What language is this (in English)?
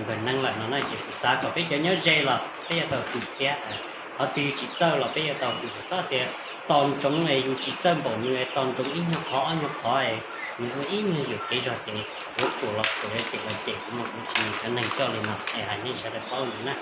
Hmong